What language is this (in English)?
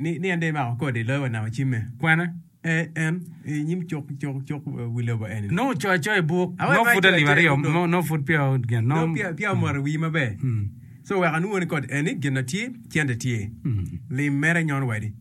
Acoli